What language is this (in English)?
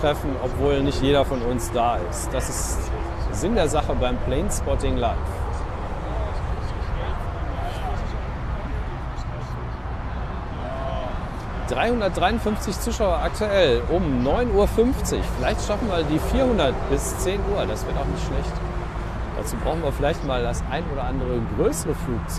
German